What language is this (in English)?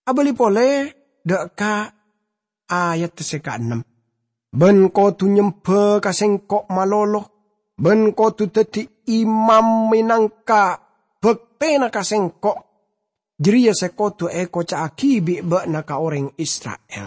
Madurese